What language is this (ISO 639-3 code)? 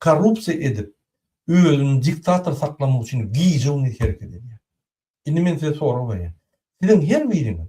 tuk